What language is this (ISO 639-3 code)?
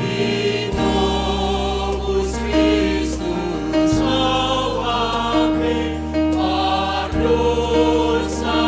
bts